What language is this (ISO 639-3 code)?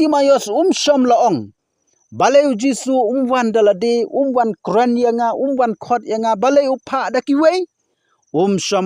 kha